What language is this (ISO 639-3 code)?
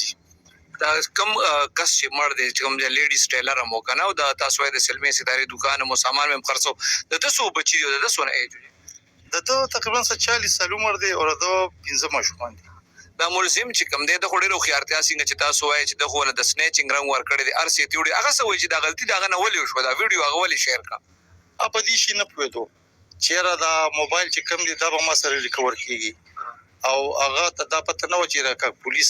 pus